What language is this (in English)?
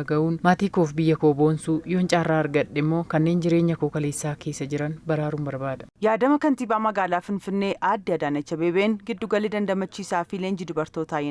Oromo